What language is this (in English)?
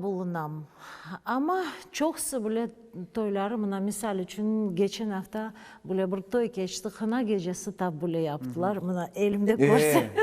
Crimean Tatar